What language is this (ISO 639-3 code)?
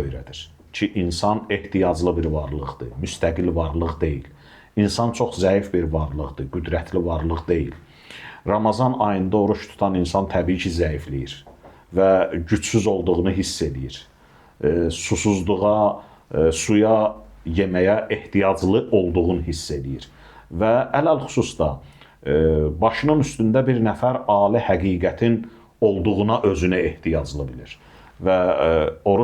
aze